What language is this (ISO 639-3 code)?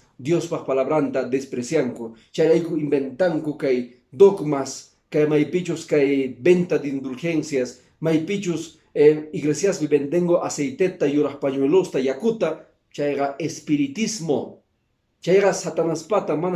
que